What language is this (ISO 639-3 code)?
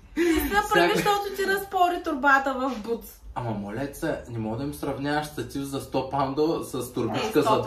bul